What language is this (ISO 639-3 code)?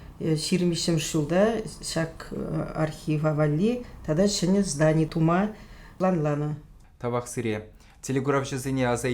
chv